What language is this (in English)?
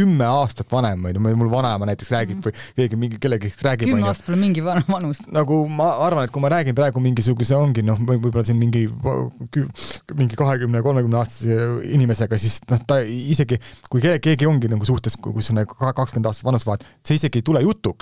Estonian